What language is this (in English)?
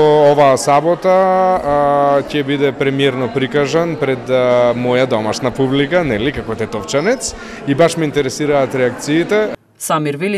Macedonian